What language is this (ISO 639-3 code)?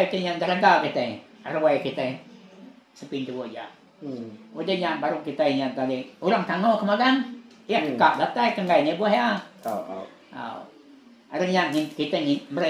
iba